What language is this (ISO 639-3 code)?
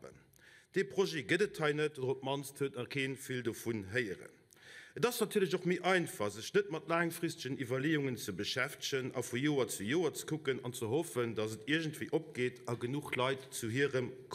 ltz